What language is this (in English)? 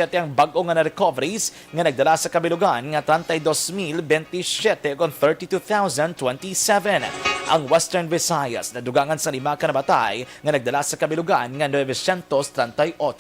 Hiligaynon